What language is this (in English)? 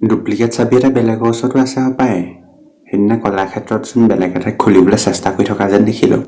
Assamese